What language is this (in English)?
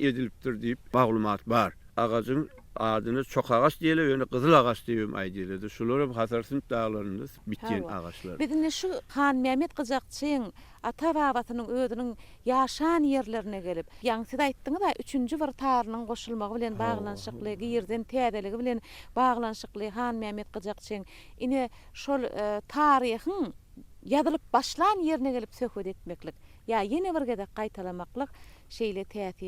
Turkmen